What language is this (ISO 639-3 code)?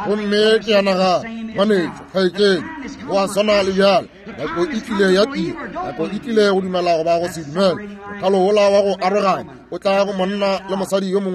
nso